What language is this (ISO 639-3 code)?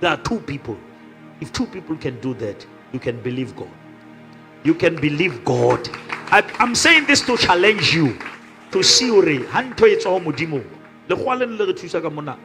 sot